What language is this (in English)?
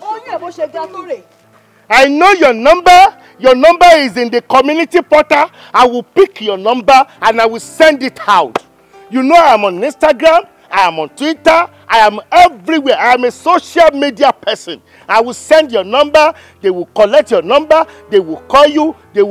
Yoruba